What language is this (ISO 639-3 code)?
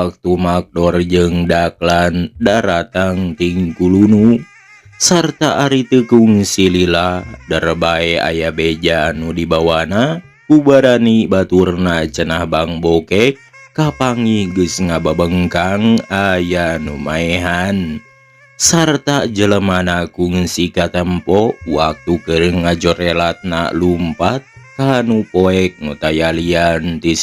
sun